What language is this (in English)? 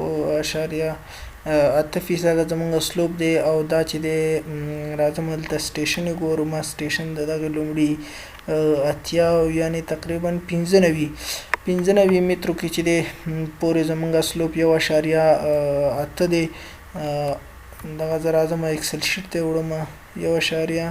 Pashto